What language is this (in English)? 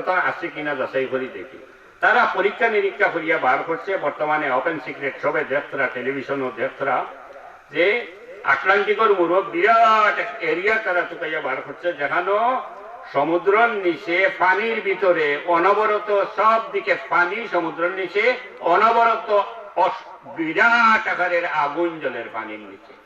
Sylheti